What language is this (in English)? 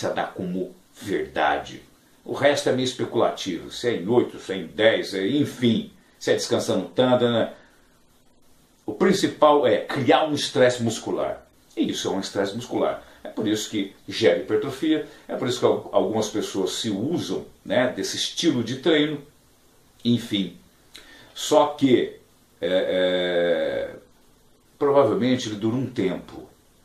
Portuguese